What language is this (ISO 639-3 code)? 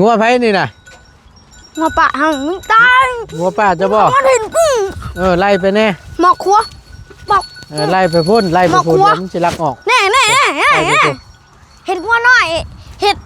tts